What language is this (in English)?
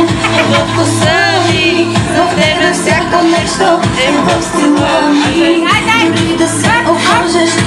Bulgarian